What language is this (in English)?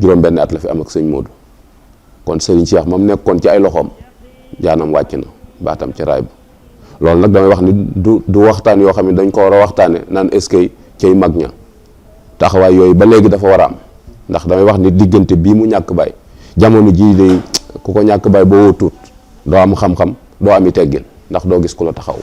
Wolof